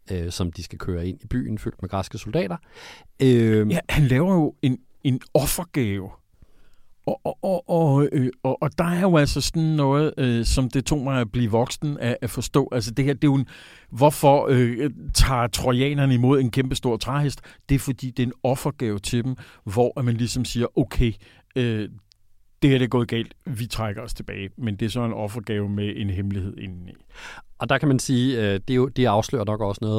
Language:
Danish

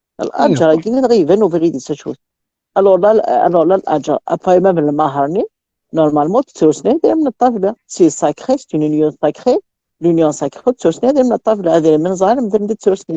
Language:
Kabyle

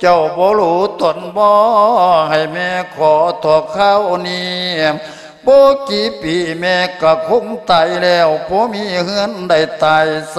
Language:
Lao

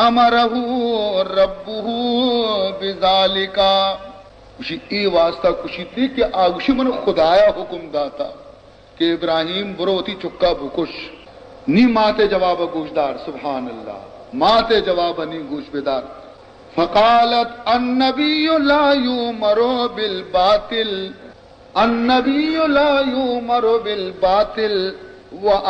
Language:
Baluchi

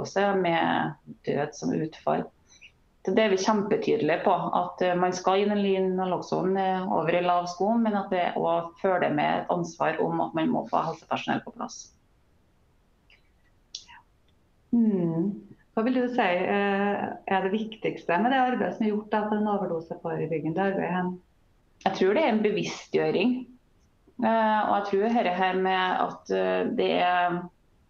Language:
Norwegian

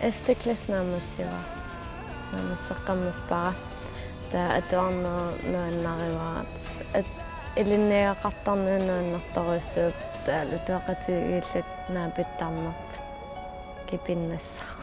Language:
Kalaallisut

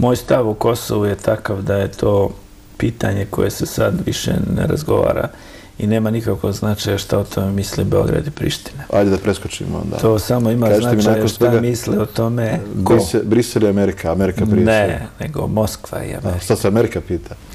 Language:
Bosnian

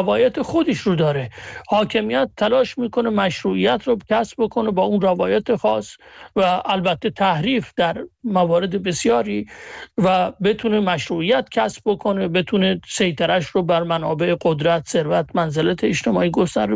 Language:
Persian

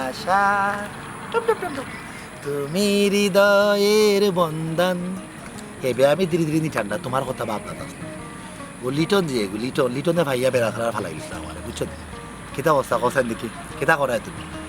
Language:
Sylheti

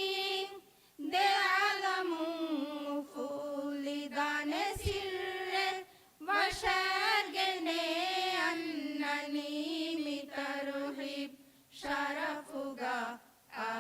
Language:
Divehi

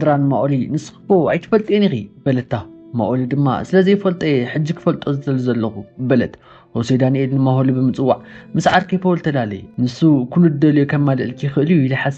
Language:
Tigrinya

